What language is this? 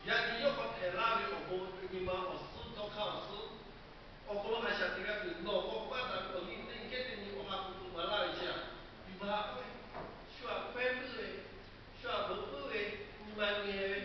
Lahu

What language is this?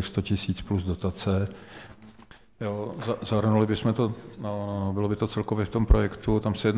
Czech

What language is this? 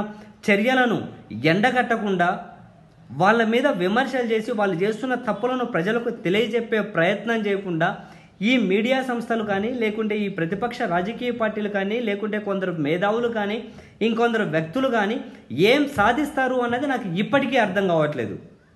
Telugu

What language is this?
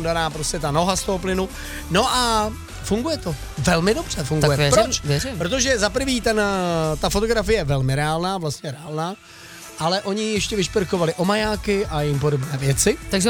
Czech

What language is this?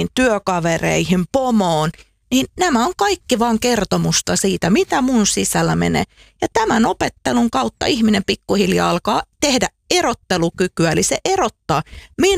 Finnish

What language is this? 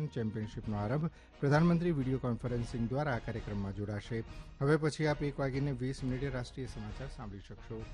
Gujarati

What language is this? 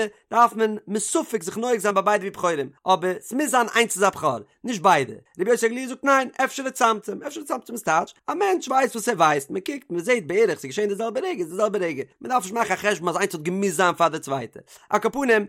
Yiddish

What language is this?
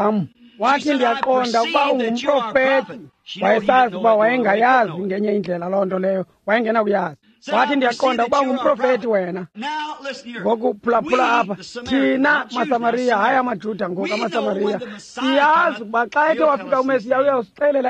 Xhosa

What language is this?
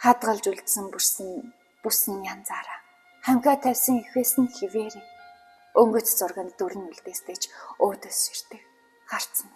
Mongolian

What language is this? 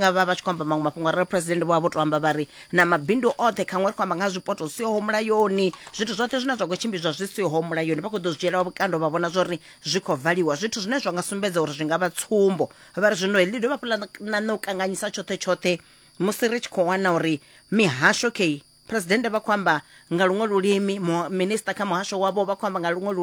Venda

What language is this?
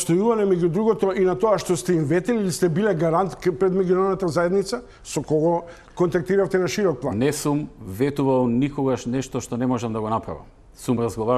Macedonian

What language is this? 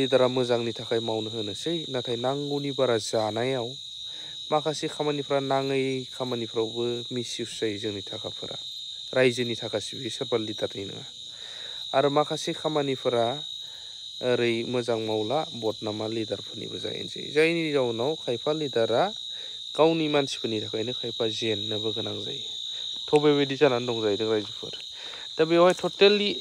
Bodo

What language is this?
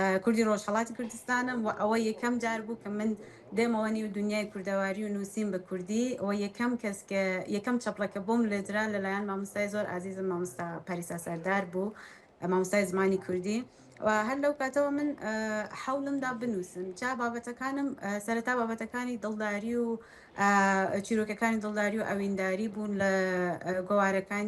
Central Kurdish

